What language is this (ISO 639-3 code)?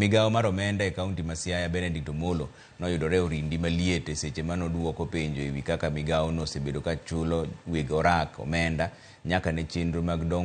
luo